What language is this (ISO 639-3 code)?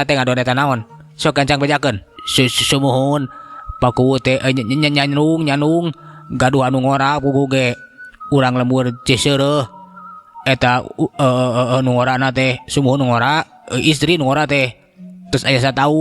sun